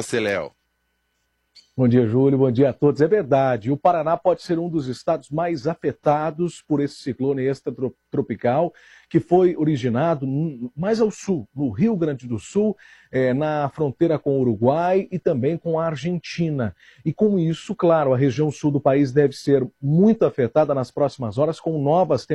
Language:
Portuguese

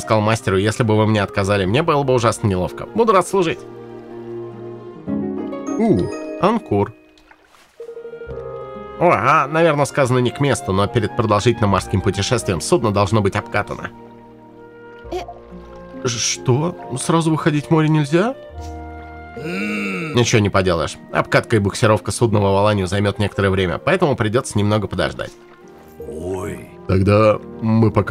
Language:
Russian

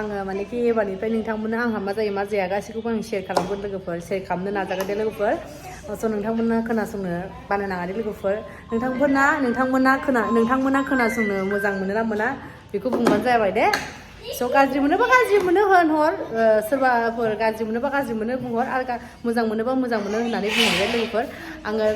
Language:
Bodo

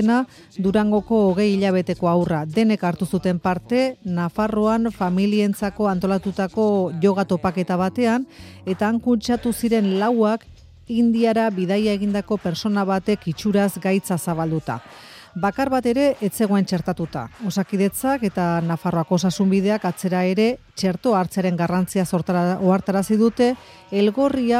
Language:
Basque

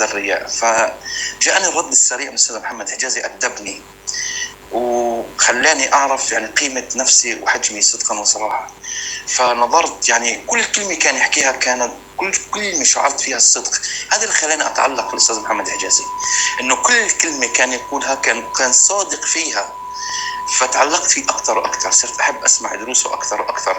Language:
North Levantine Arabic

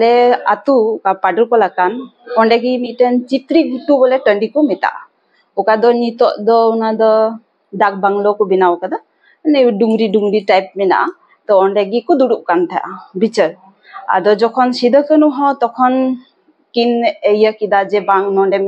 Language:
Santali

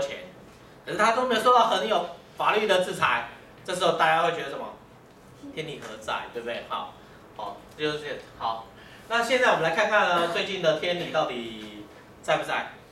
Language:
Chinese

